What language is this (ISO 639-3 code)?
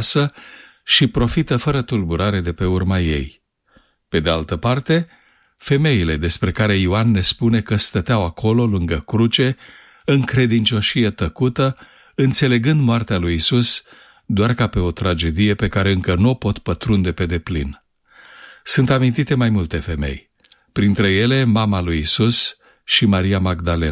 ron